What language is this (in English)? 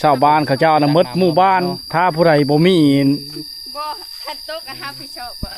Lao